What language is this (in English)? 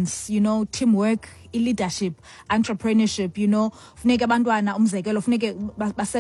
Xhosa